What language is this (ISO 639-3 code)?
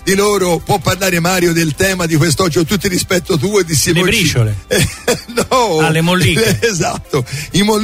ita